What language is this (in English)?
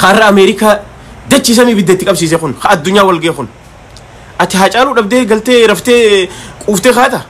Oromo